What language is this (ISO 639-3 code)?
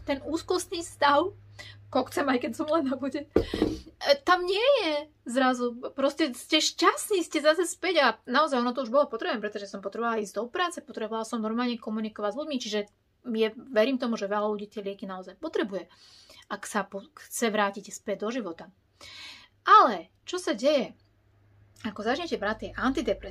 slk